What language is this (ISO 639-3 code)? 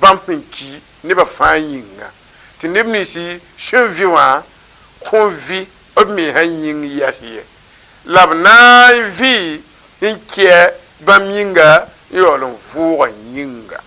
mos